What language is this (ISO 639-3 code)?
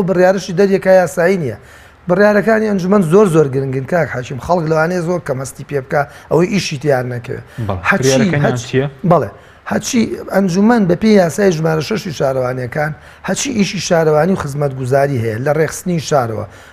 ckb